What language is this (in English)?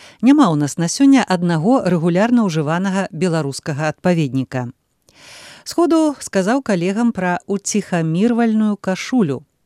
Belarusian